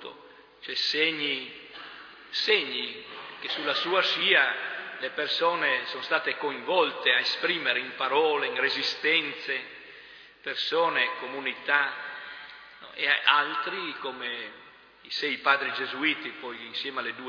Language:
Italian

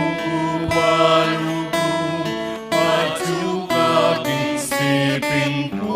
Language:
Pampanga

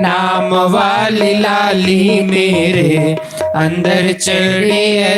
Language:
Dogri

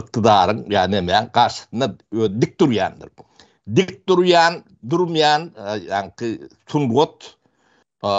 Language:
Turkmen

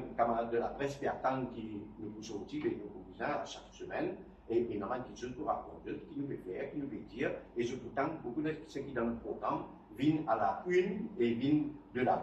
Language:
Morisyen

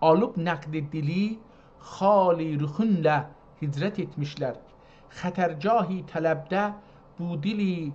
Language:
South Azerbaijani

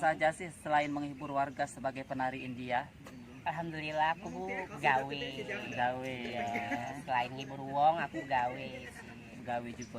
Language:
Musi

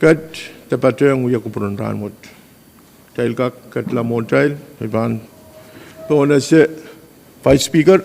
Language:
Pohnpeian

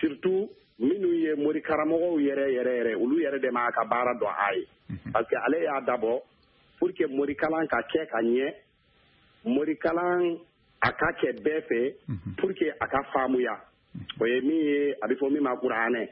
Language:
Bambara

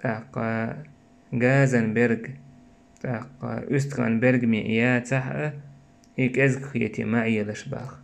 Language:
Chechen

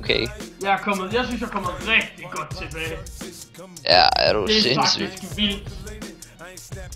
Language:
Danish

